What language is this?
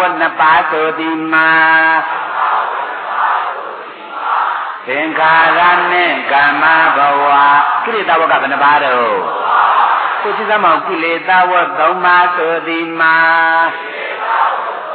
Burmese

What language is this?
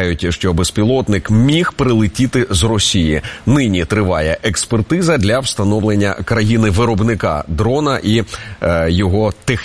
Ukrainian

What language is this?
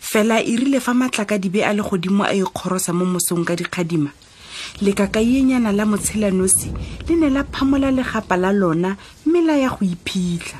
Tswana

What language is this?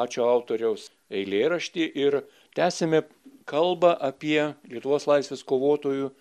Lithuanian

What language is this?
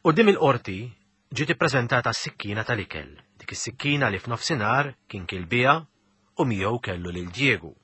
Maltese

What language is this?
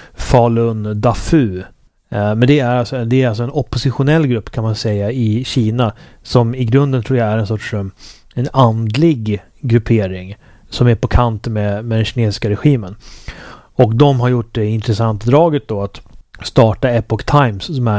Swedish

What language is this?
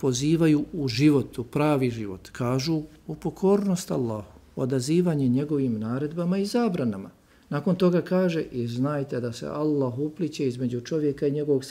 Bosnian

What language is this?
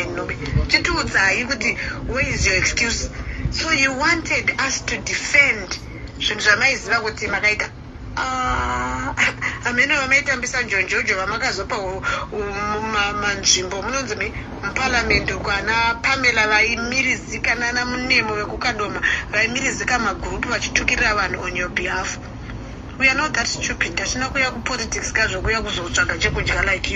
Shona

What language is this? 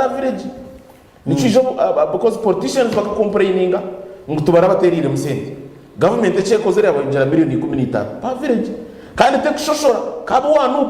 Nyankole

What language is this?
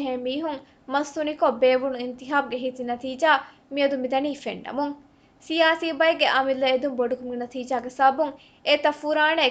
Divehi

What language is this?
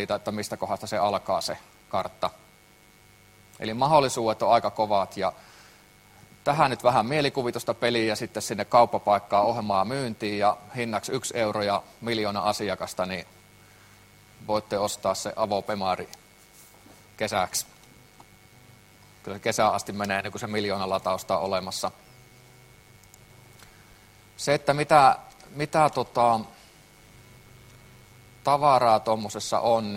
Finnish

